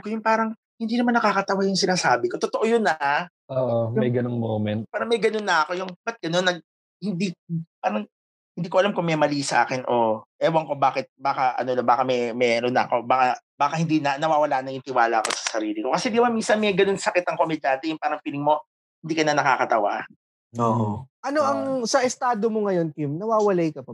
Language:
Filipino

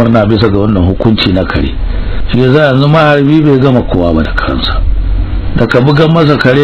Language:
Hausa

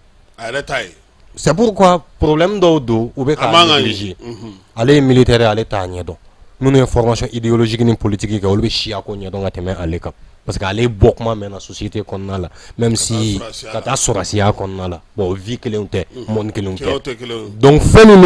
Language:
Bambara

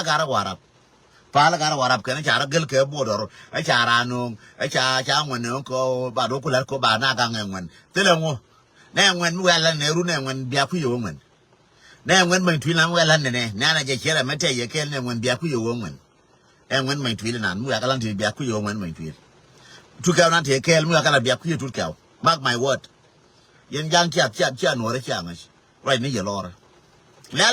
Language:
Nuer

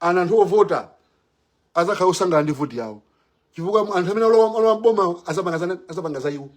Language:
Nyanja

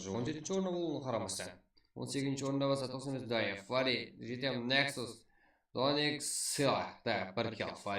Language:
Kara-Kalpak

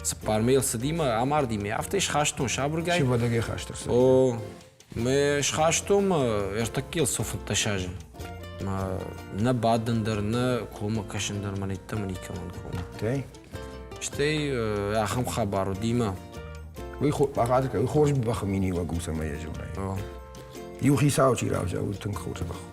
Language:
Ossetic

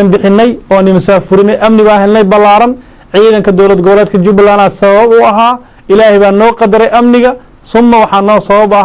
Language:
Somali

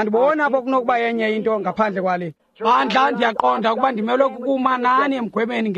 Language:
Xhosa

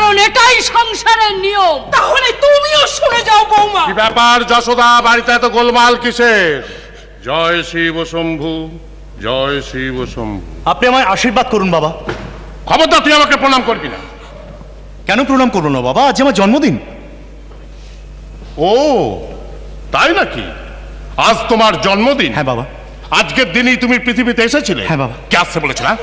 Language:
Bangla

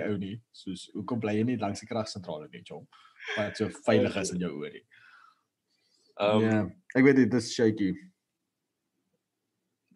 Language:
Afrikaans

